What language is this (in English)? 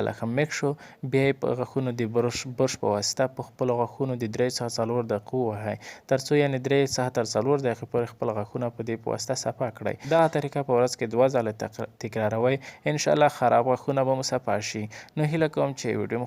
Pashto